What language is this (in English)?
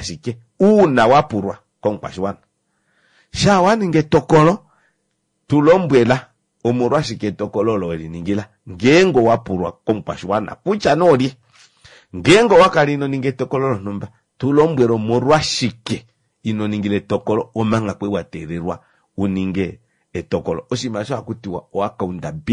Kuanyama